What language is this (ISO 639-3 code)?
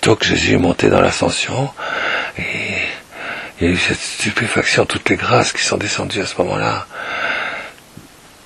fra